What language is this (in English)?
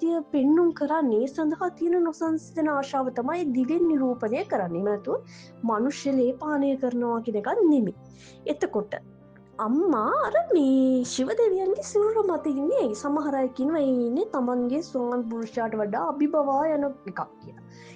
Sinhala